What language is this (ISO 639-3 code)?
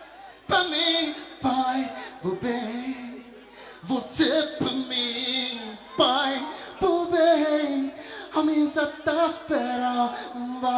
kea